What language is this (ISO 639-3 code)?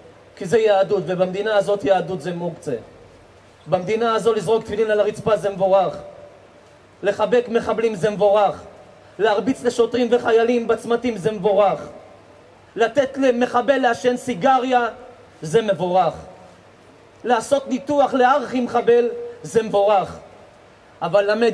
heb